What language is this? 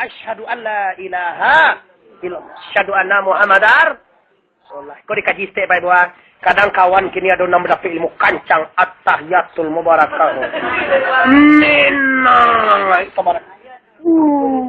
Minangkabau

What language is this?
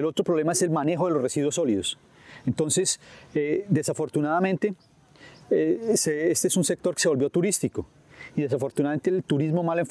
Spanish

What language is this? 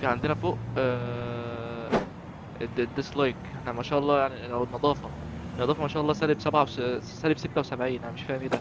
Egyptian Arabic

